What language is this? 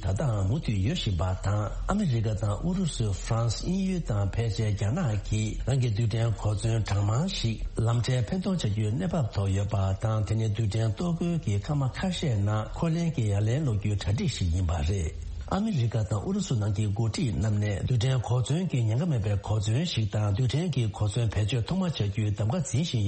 Tibetan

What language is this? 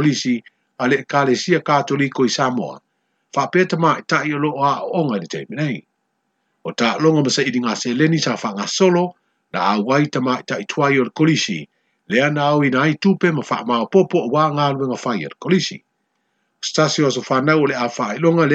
Samoan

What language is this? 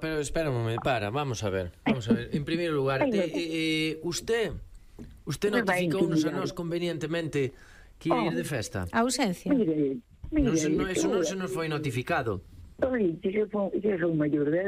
Galician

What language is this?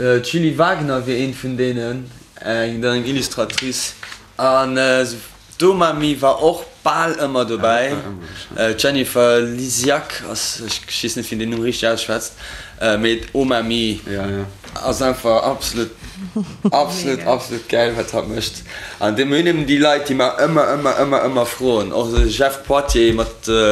Luxembourgish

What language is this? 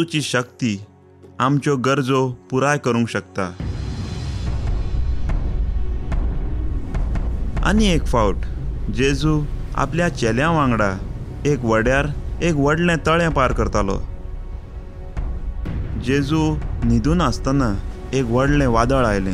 Konkani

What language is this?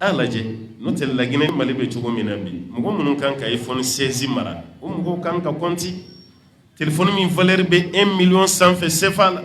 Bambara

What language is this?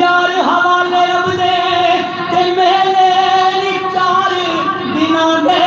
Saraiki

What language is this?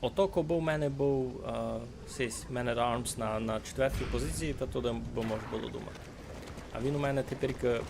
Rusyn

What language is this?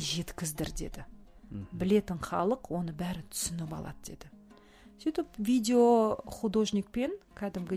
Kazakh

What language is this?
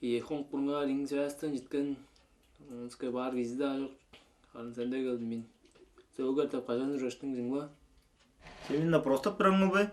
Tuvinian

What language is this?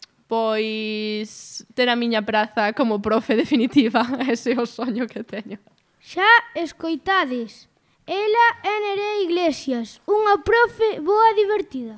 Galician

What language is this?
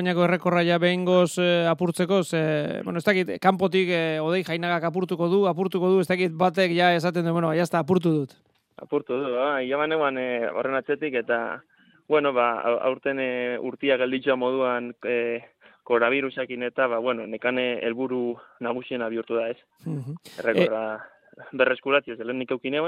Basque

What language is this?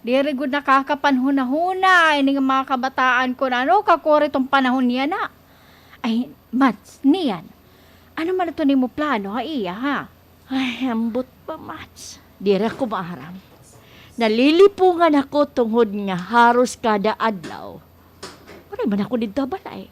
Waray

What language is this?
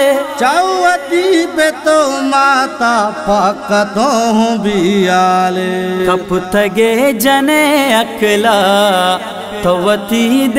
Urdu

